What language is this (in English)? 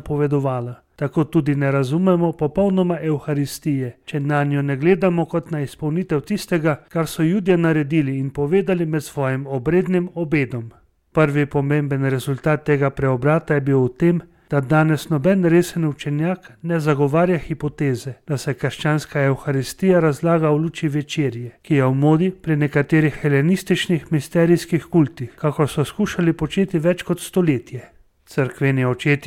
Slovenian